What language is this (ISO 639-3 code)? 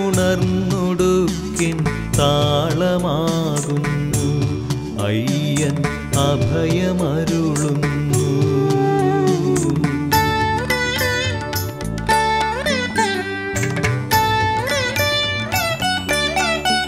mal